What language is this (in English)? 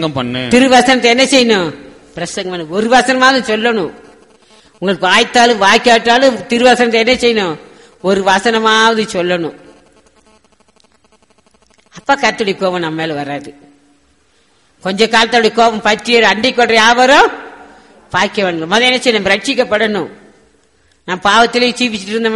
Tamil